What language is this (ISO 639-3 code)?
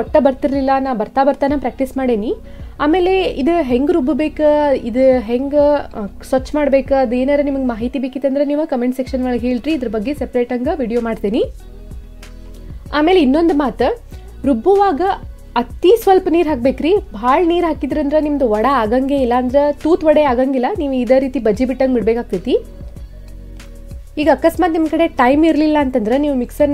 kan